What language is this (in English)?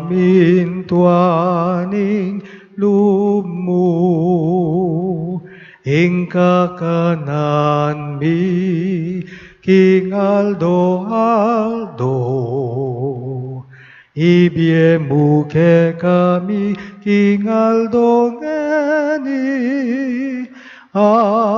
Pampanga